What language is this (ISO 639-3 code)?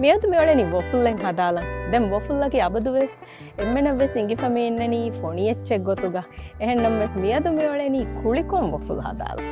div